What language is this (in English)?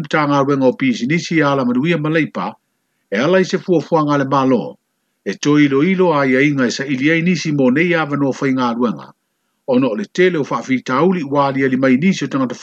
Samoan